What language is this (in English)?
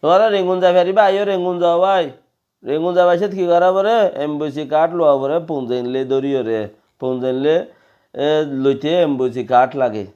Rohingya